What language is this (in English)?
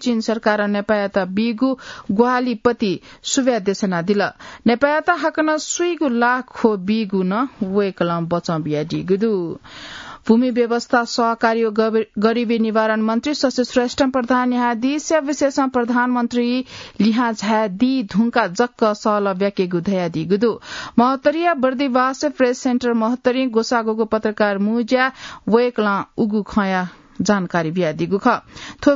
Newari